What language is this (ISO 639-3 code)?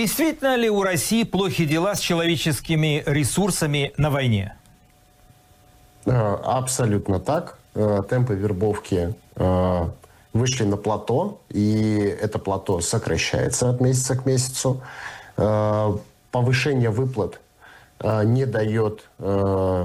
rus